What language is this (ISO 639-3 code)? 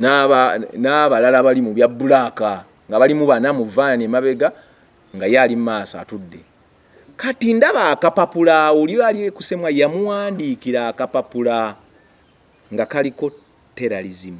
lug